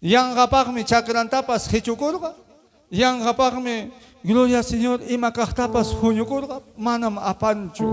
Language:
Ayacucho Quechua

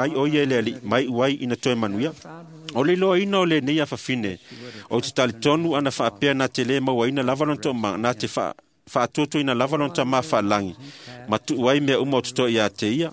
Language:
Samoan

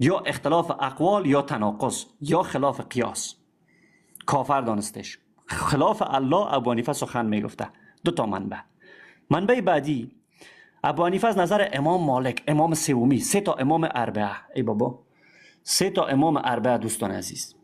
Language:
Persian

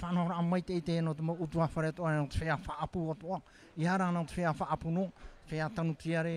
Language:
Tahitian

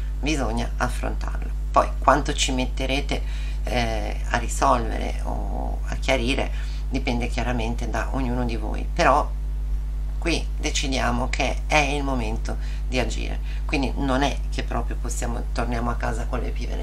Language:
Italian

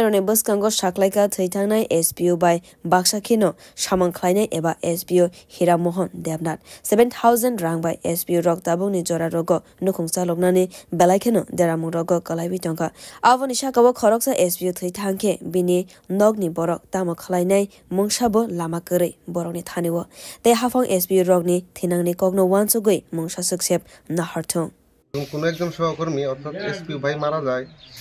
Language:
Kok Borok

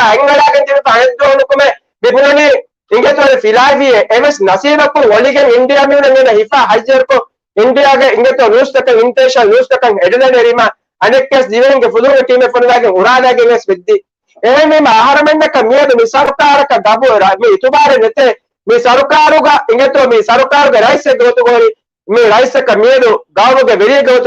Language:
Divehi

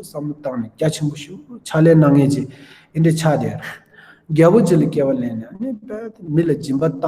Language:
Tibetan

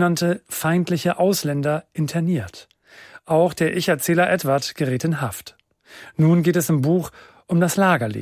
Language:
German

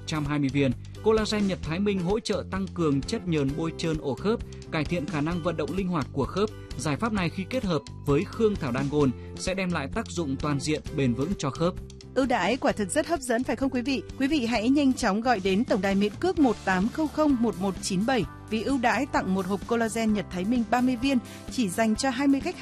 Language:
Vietnamese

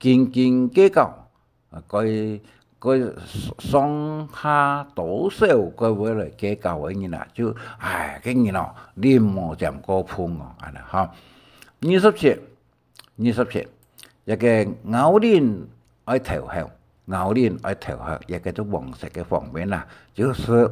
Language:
Hakka Chinese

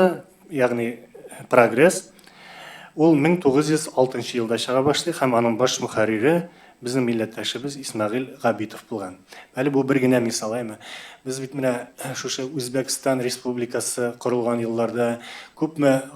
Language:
Tatar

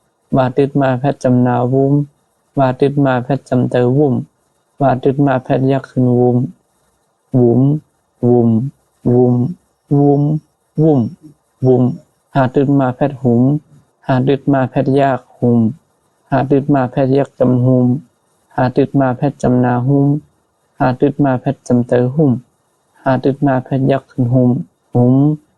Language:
Shan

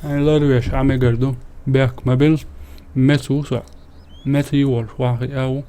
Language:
Chechen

